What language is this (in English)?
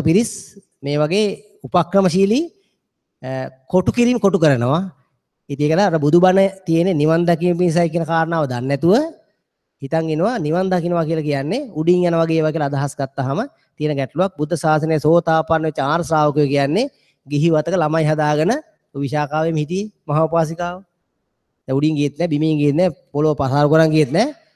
Sinhala